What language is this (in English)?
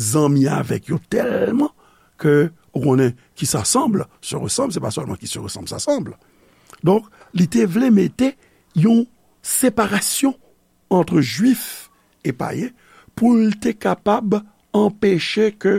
Haitian Creole